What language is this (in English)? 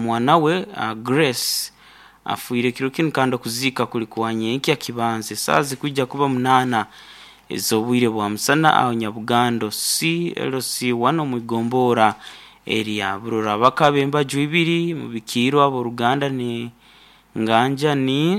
Nyankole